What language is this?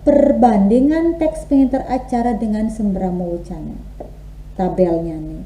Balinese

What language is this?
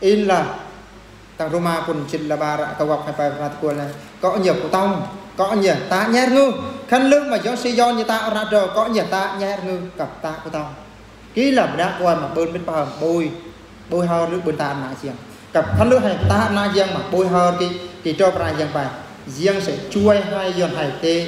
Eastern Bru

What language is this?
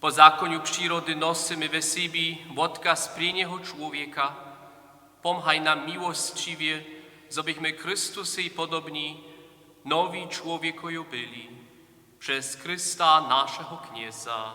Upper Sorbian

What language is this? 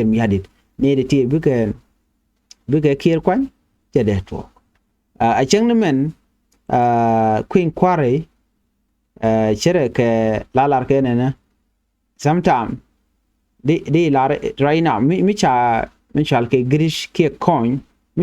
Nuer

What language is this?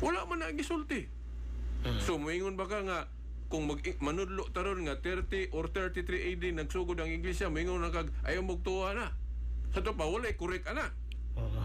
Cebuano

